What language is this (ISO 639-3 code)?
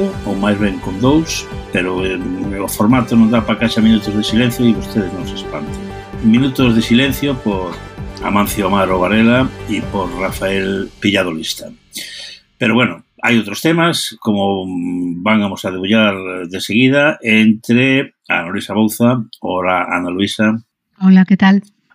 glg